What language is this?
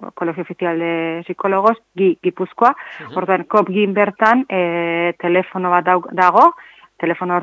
Basque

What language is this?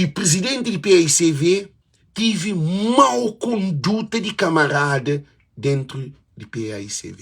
Kabuverdianu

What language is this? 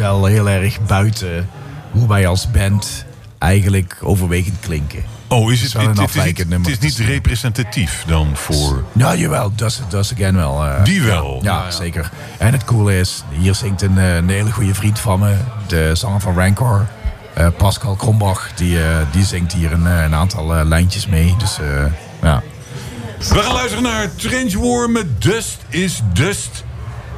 Dutch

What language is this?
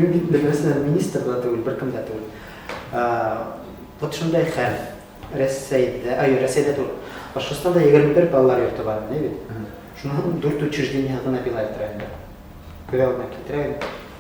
Bashkir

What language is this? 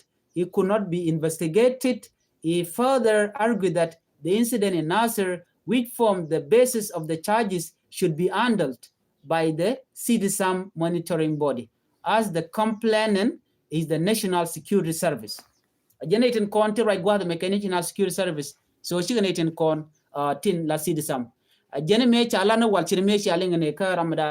Nuer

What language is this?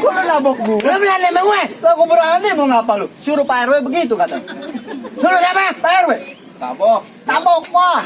Betawi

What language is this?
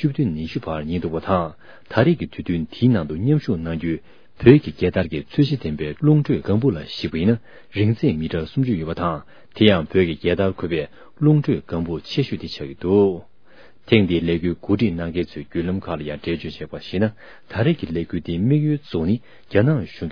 Tibetan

